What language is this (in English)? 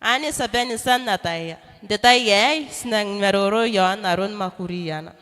Gilbertese